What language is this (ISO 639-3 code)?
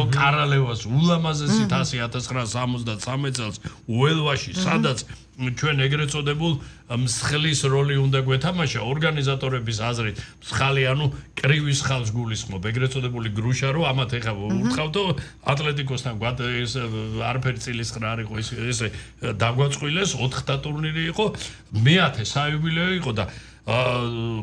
kat